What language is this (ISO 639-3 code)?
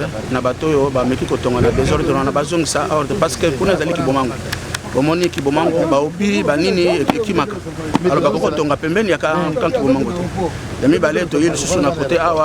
lin